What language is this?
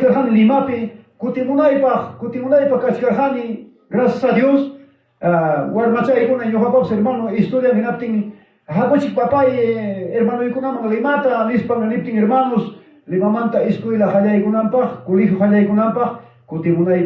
Ayacucho Quechua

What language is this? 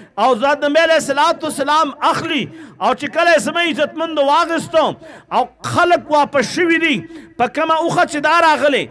Pashto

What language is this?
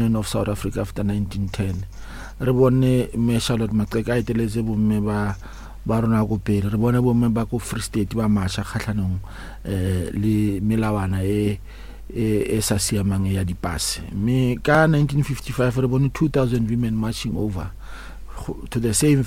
Northern Sotho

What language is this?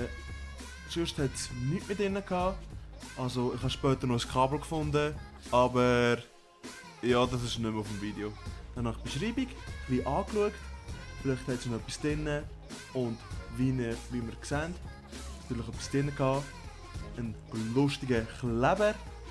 Swiss German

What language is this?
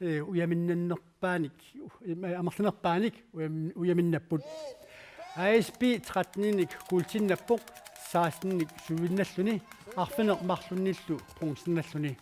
Kalaallisut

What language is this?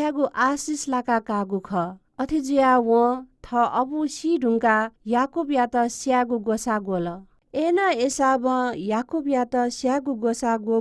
Newari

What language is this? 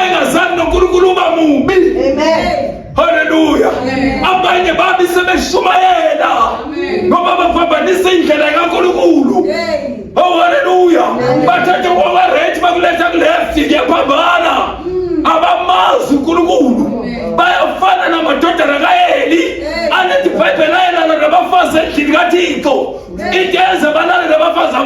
Zulu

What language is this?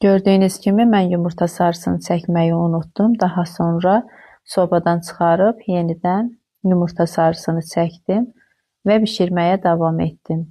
Azerbaijani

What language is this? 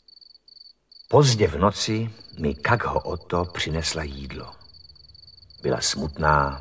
Czech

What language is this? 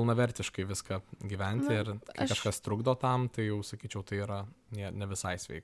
Lithuanian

